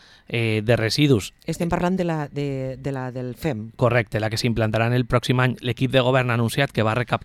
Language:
Catalan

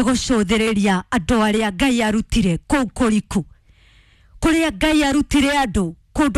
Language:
Kikuyu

